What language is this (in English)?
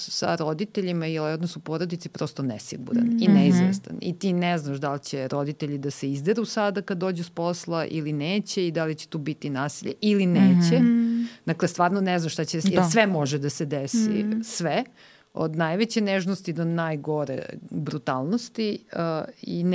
Serbian